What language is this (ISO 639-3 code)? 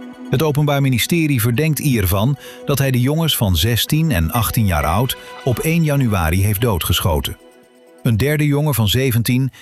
nld